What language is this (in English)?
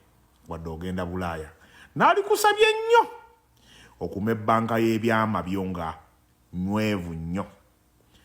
Ganda